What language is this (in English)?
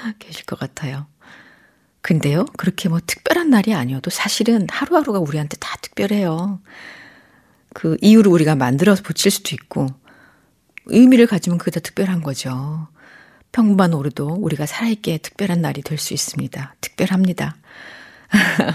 Korean